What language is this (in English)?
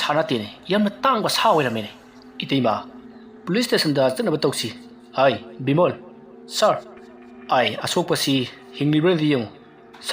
Manipuri